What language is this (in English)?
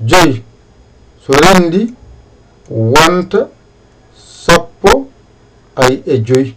Fula